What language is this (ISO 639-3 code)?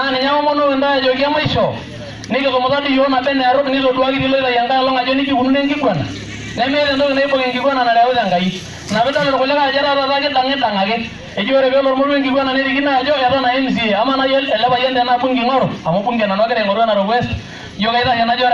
mas